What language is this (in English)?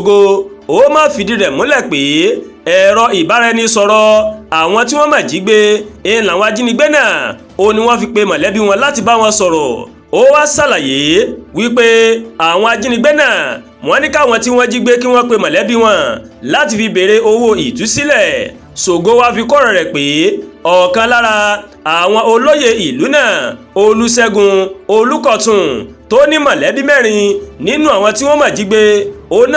Yoruba